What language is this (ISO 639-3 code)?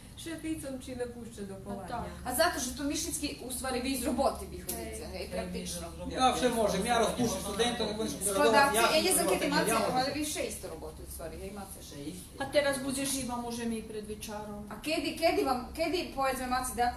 rue